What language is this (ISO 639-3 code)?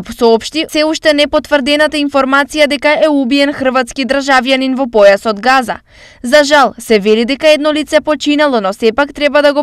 mkd